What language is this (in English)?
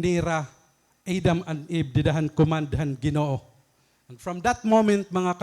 Waray